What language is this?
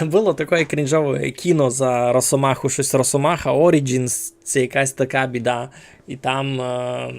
Rusyn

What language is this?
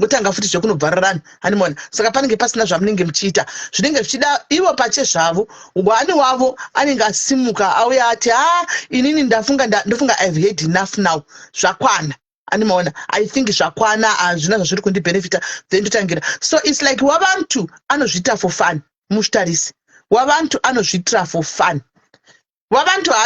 Shona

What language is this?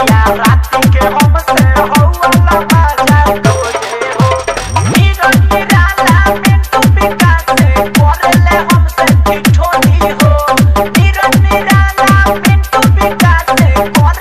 Bhojpuri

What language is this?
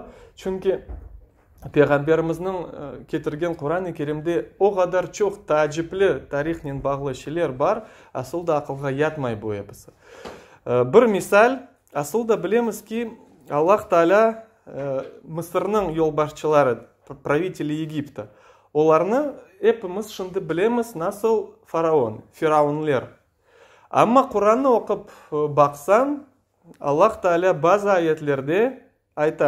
Crimean Tatar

